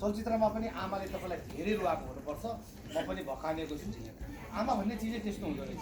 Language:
Nepali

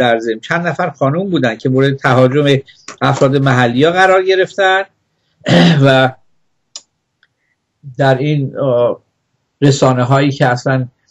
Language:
Persian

